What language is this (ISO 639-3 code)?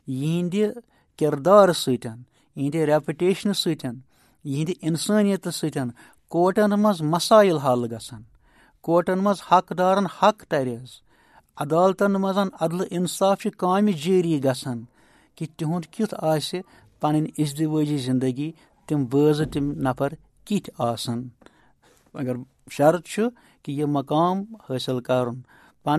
kas